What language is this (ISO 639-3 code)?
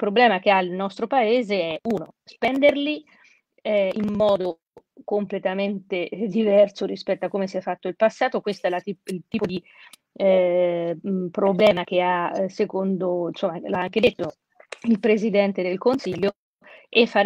ita